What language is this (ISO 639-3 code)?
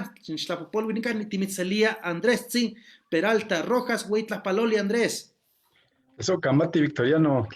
nhe